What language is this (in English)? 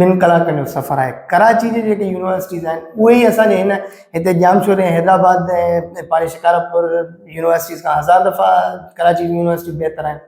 Sindhi